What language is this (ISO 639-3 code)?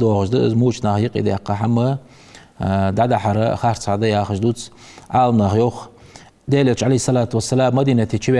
inh